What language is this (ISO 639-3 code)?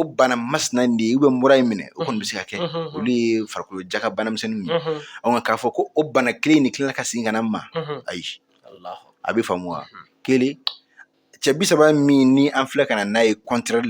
bam